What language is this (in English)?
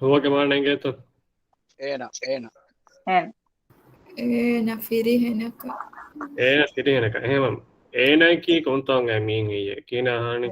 Divehi